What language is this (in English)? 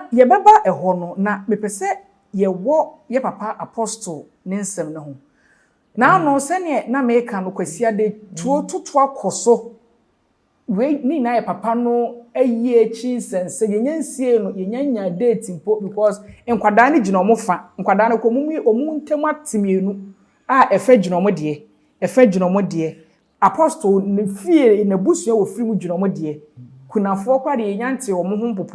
Akan